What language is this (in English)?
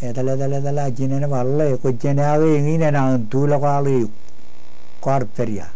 Marshallese